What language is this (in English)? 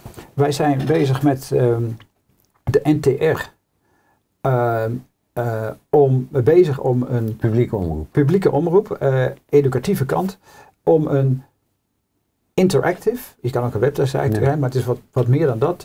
Dutch